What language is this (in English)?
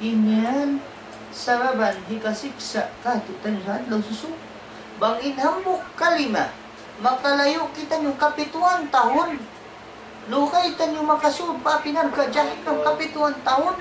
Tausug